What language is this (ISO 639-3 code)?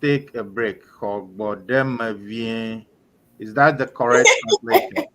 ewe